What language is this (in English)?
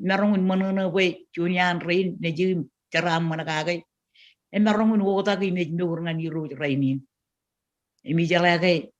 Marshallese